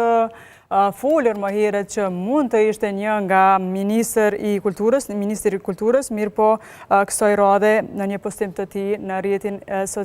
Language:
Albanian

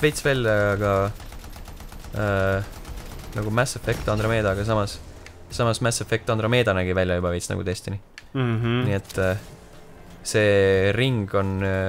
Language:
Estonian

